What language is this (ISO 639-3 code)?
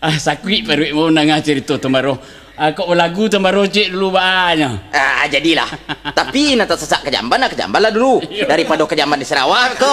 min